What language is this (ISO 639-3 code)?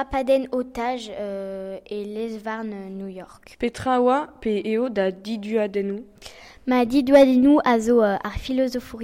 bre